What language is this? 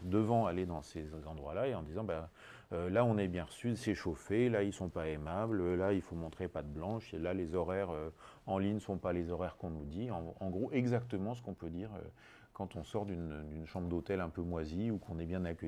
French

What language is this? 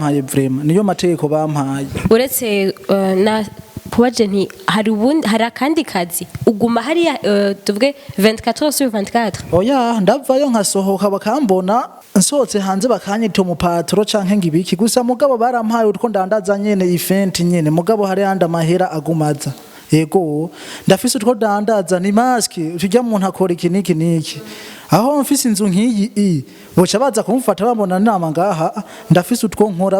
Rundi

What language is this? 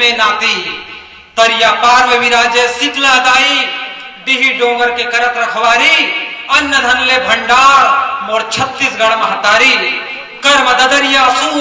Chhattisgarhi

